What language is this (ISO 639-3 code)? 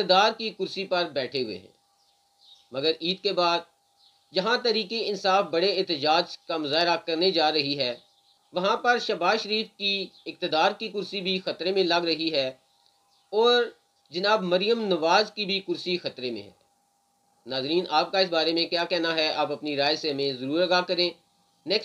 urd